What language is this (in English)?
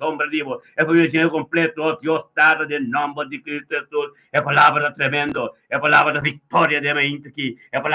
Papiamento